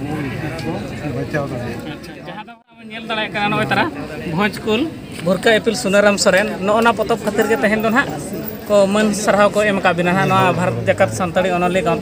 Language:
Santali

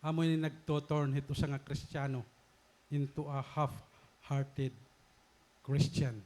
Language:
Waray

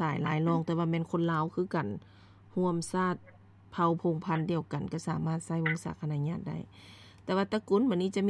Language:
Lao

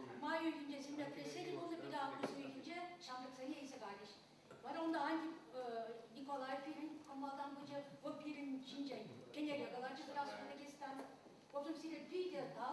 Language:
Chuvash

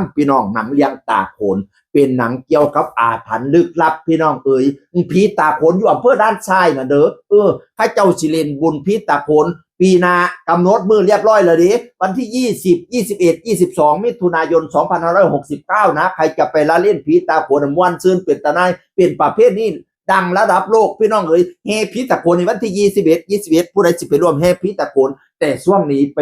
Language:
Northeastern Thai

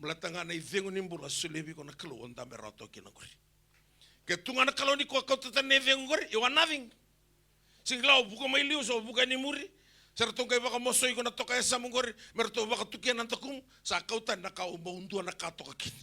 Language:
Fijian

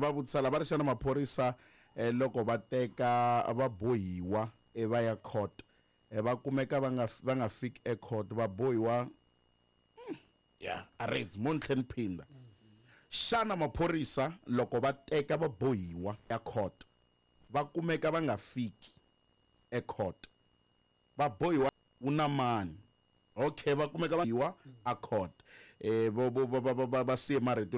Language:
Tsonga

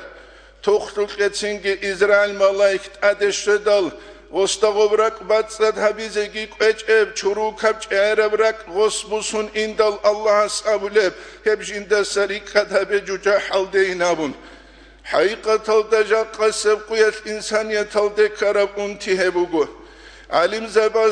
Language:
Avaric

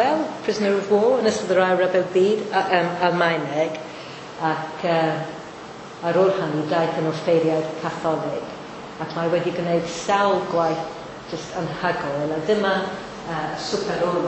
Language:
Welsh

